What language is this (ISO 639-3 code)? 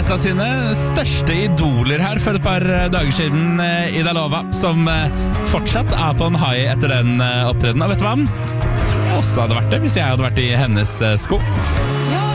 nor